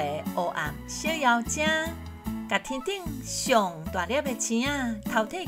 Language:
Min Nan Chinese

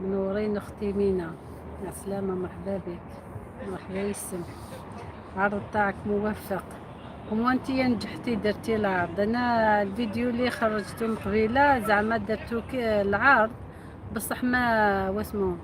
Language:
Algerian Arabic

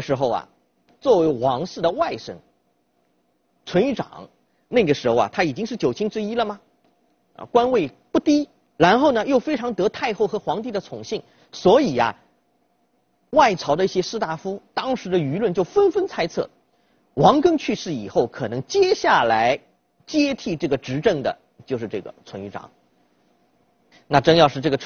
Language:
Chinese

